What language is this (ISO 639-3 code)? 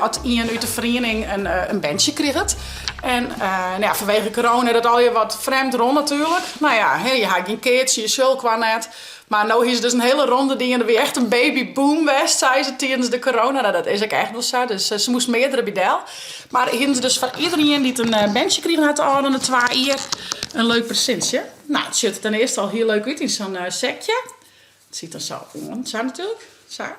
fry